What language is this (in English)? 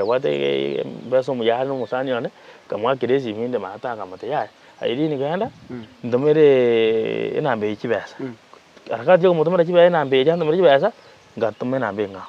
Gusii